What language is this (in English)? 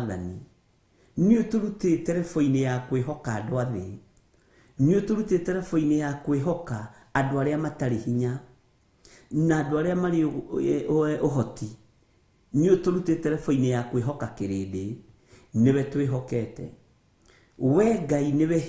Kikuyu